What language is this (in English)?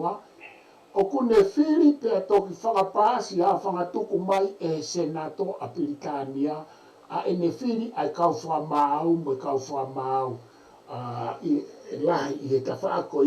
Tongan